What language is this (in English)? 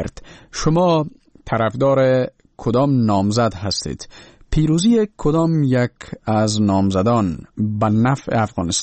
Persian